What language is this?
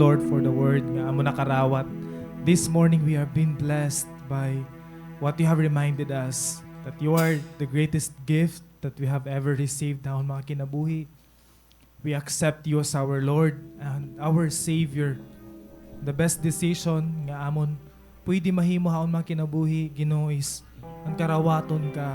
Waray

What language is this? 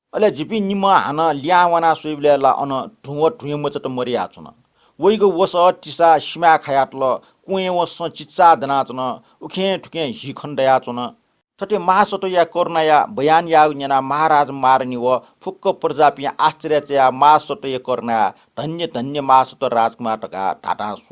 Newari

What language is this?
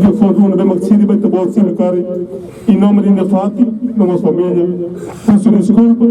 Tetum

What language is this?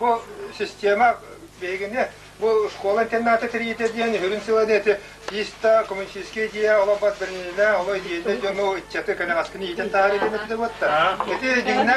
Yakut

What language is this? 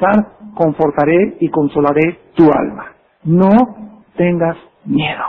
Spanish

